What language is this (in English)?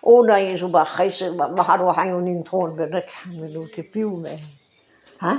Breton